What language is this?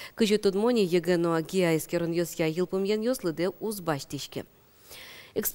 Udmurt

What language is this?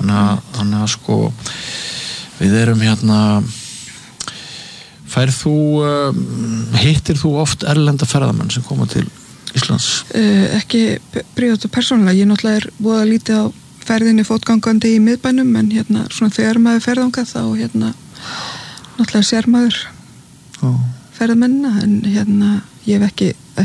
Icelandic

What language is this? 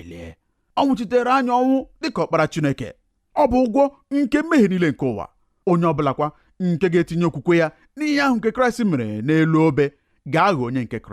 Igbo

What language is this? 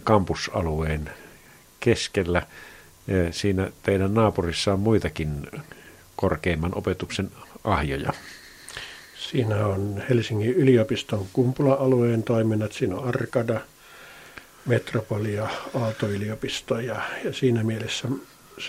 Finnish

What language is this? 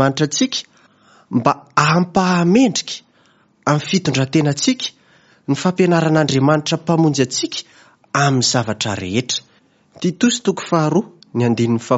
Malagasy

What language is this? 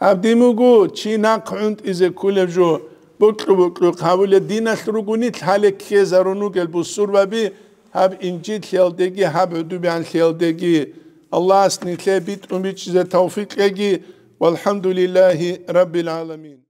Avaric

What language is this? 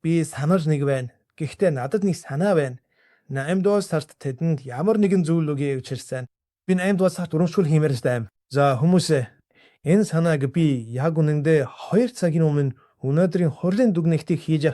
Mongolian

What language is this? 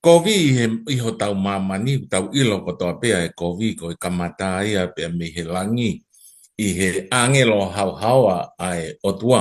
Tongan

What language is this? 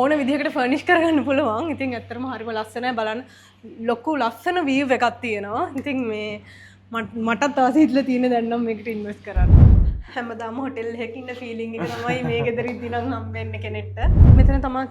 Sinhala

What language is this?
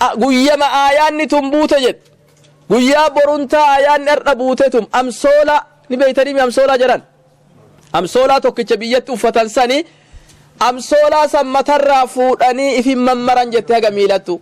Oromo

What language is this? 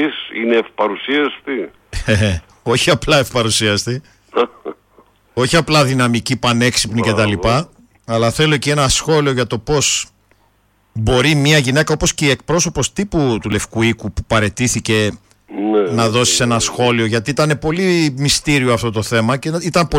Greek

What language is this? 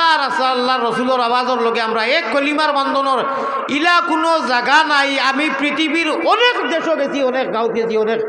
Sylheti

